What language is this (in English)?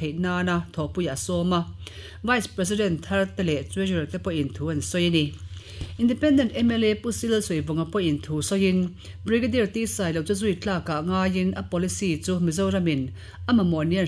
Mizo